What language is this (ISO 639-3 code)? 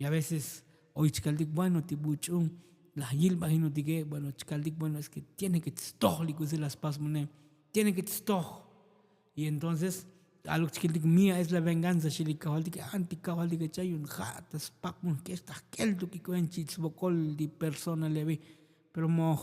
tzo